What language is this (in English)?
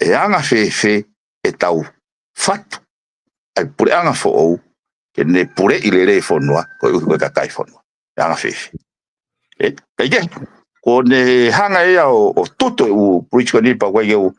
Tongan